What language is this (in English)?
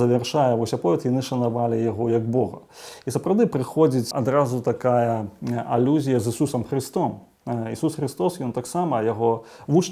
Belarusian